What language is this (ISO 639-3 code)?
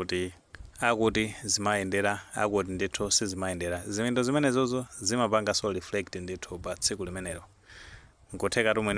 nya